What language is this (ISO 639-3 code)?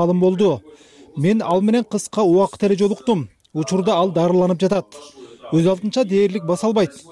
kir